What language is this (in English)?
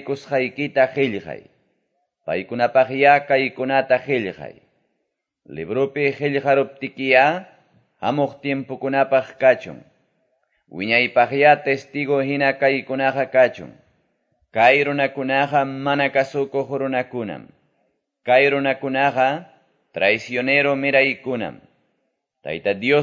Quechua